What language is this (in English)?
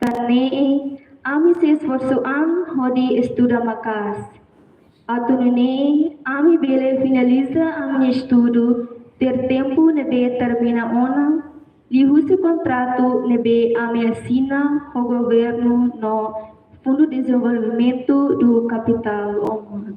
Tetum